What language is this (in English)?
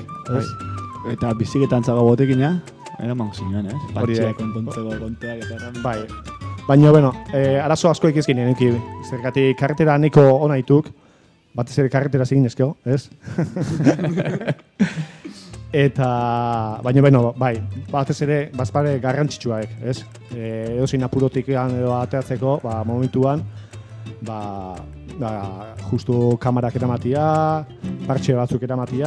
Basque